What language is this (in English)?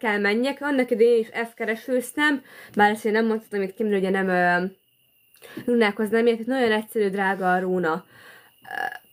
Hungarian